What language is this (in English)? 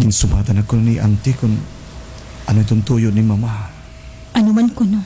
Waray